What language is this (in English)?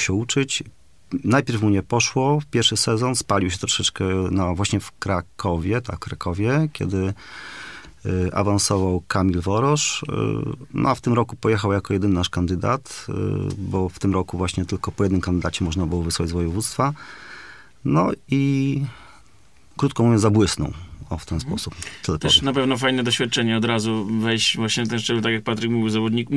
Polish